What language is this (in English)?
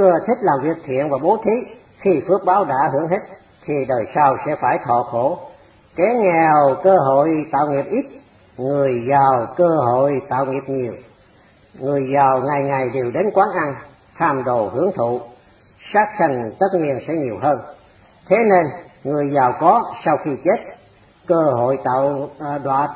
Vietnamese